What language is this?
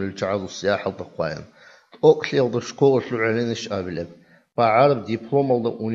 Avaric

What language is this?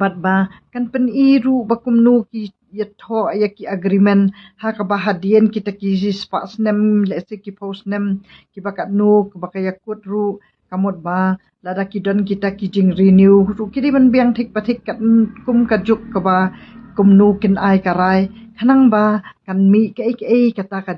Khasi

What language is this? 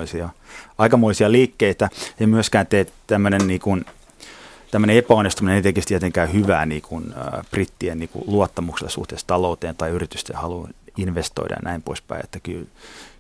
Finnish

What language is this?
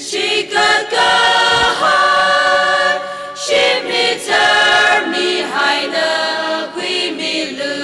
Tangkhul Naga (India)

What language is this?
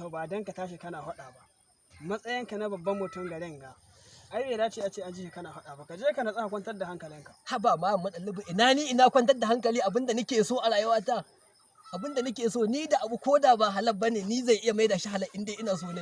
Hausa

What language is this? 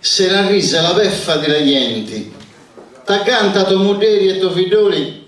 Sardinian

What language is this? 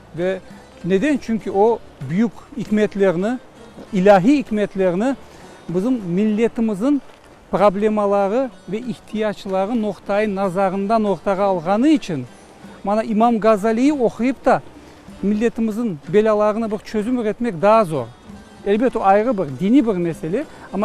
Crimean Tatar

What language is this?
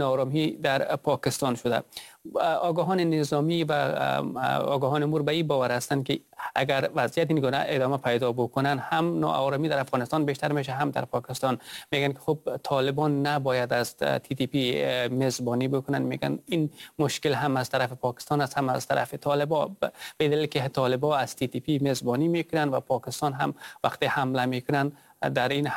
Persian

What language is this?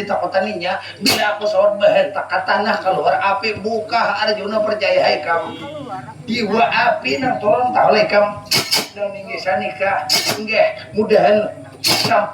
Banjar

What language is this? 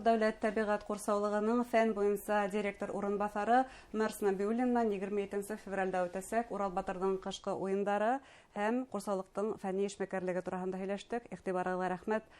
Bashkir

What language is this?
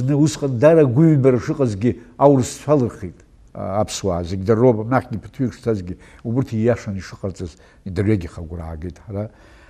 Abkhazian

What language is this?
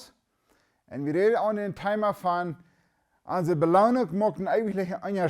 Plautdietsch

